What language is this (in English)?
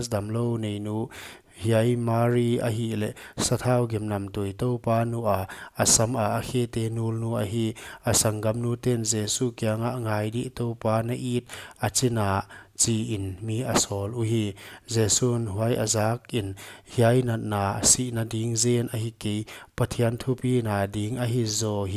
Paite Chin